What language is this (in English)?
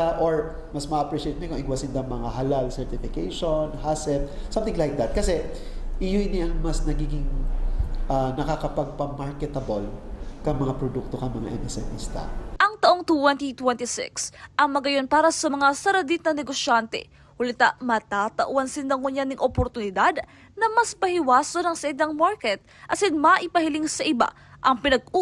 Bikol